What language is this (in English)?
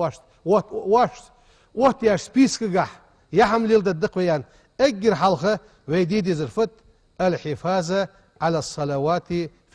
Ingush